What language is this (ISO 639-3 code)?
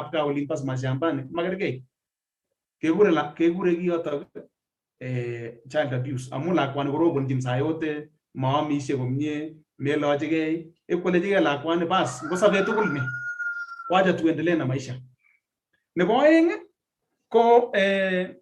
kln